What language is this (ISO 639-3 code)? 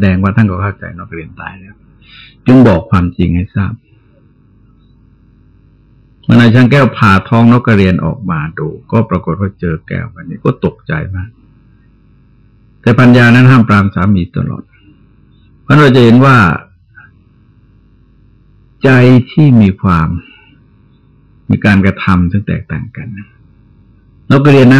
tha